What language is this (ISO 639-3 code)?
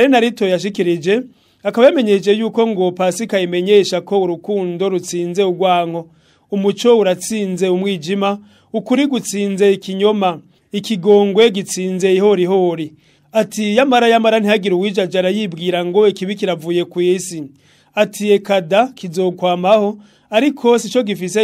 run